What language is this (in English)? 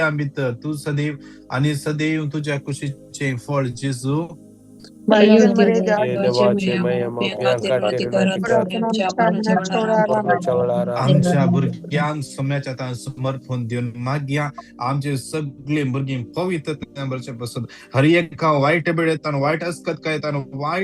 Konkani